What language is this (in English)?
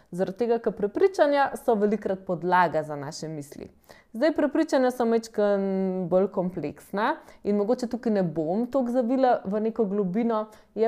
Slovenian